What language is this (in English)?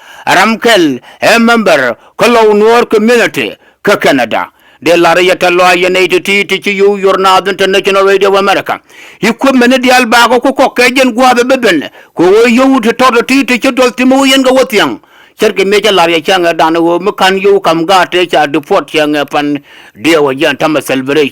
Nuer